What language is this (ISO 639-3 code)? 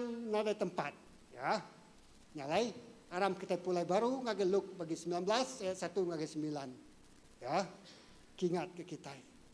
iba